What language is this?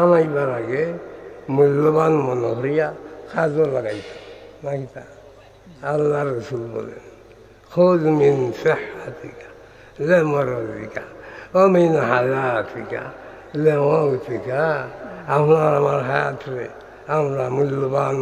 Sylheti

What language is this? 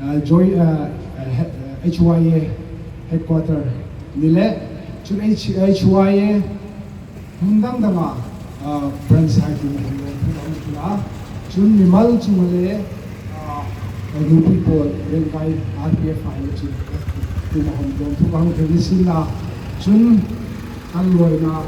Hmar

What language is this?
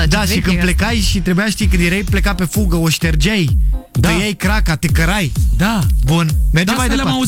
Romanian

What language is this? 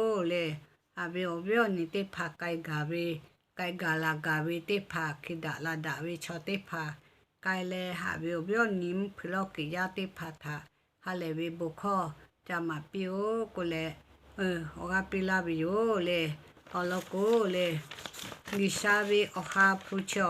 Lahu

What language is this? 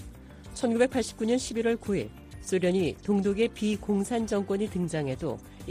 Korean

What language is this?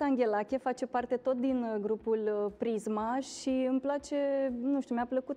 Romanian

